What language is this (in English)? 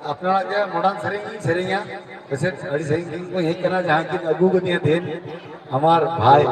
Santali